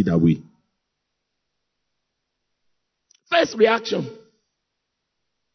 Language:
English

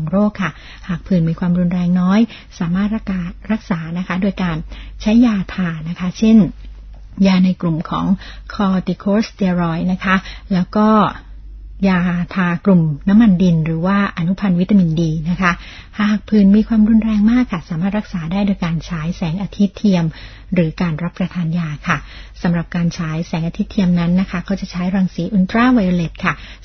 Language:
Thai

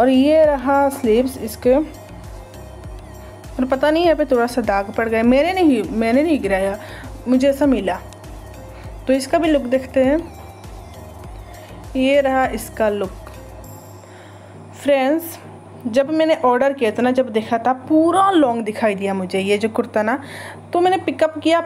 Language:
Hindi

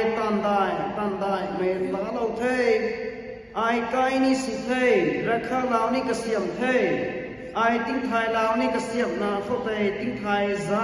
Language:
Rongmei Naga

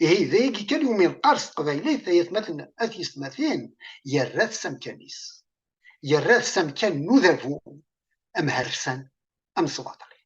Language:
Kabyle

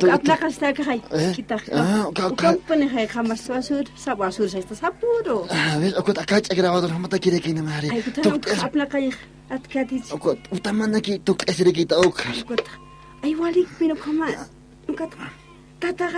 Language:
Aymara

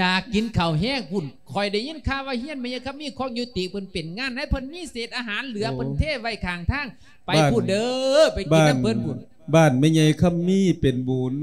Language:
Lao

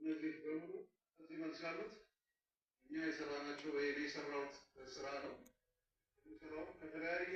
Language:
Amharic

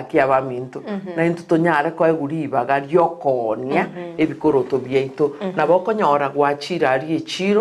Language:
Gusii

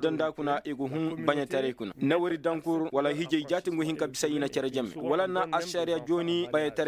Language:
Koyraboro Senni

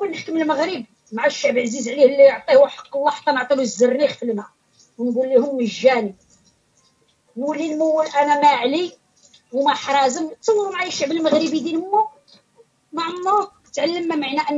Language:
Moroccan Arabic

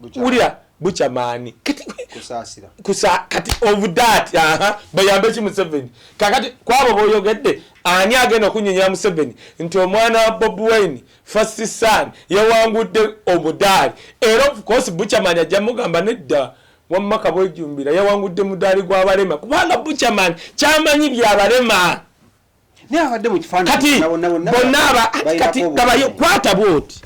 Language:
Ganda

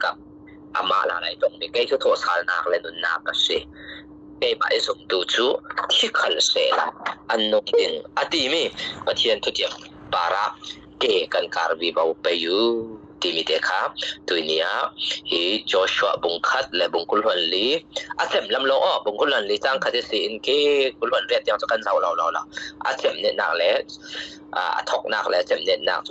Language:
Falam Chin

